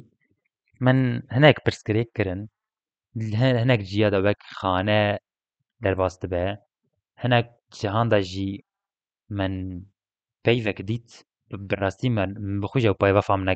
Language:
Kurdish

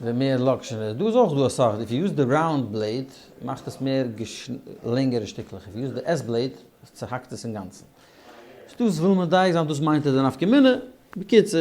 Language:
Yiddish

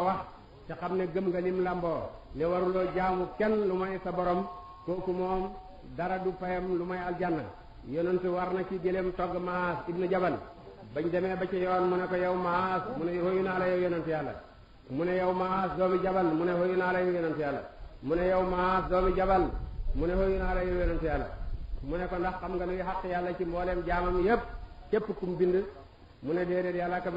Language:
Wolof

